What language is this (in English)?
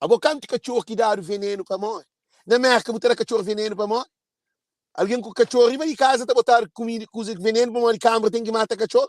Kabuverdianu